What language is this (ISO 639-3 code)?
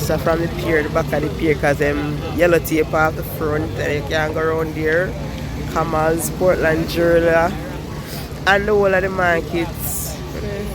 jam